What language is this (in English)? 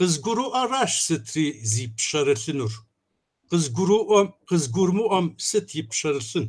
Kabardian